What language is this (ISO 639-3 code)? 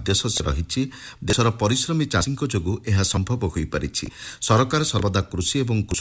ori